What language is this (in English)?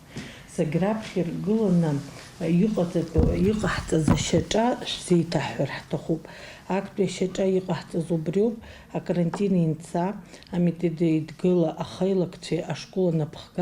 Abkhazian